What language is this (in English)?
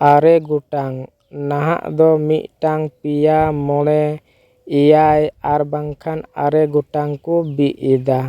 Santali